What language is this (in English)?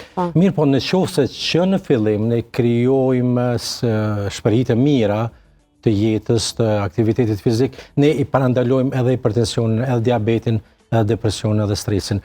Albanian